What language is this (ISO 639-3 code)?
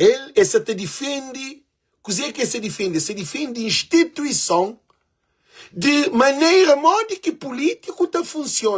kea